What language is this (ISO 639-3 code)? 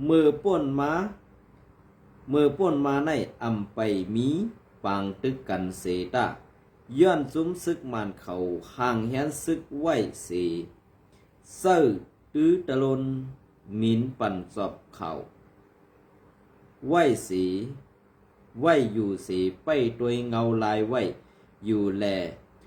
shn